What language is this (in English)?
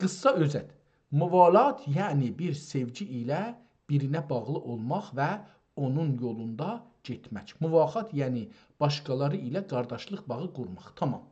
South Azerbaijani